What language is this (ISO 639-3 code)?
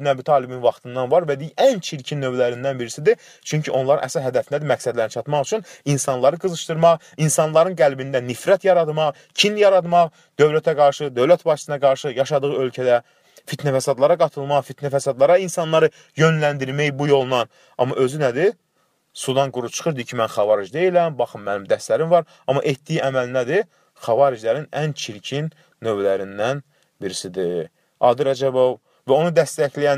aze